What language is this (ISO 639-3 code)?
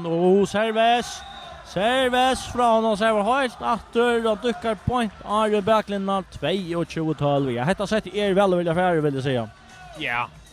fao